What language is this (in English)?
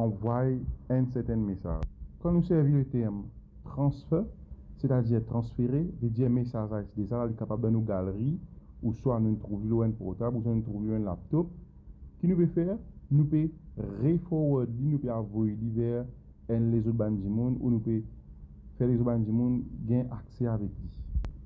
Morisyen